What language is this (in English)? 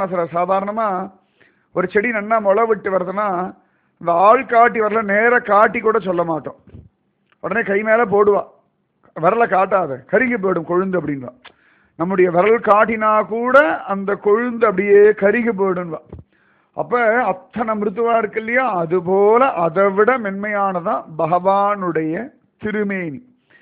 Tamil